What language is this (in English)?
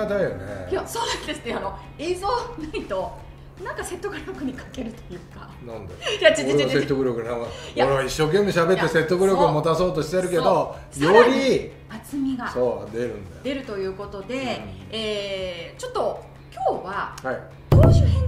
Japanese